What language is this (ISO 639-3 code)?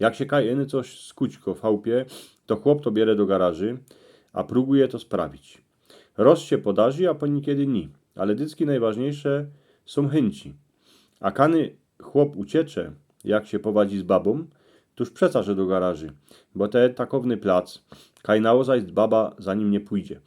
szl